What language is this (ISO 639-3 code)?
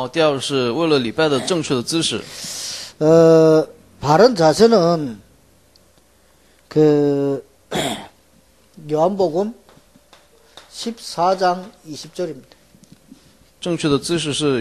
kor